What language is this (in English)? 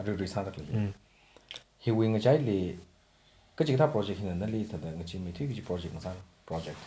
Tangkhul Naga (India)